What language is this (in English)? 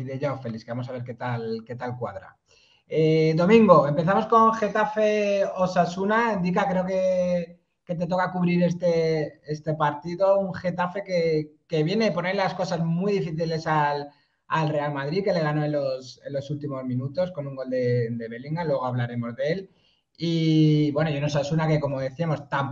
Spanish